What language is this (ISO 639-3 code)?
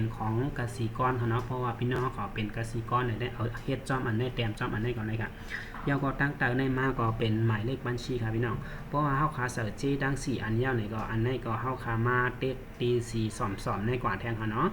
shn